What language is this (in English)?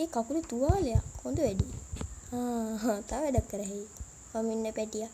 Sinhala